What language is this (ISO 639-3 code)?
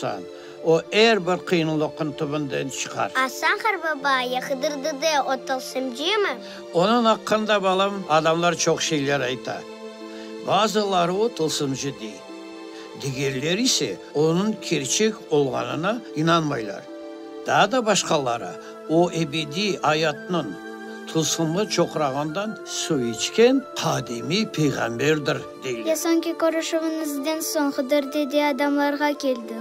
crh